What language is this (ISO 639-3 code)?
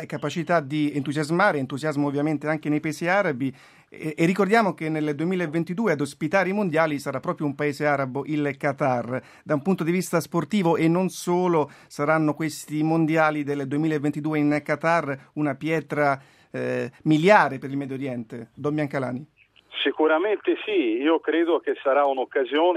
ita